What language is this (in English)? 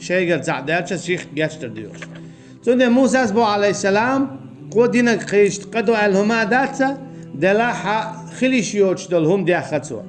Chechen